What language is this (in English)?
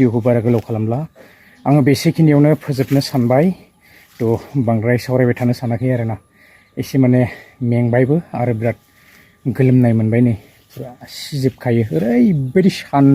Bodo